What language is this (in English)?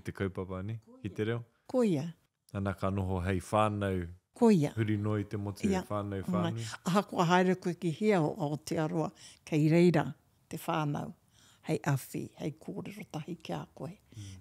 Māori